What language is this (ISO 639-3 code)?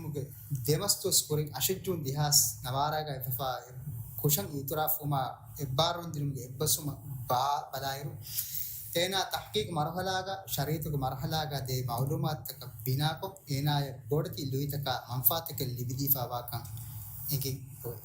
div